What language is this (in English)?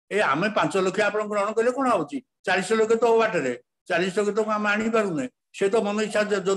Odia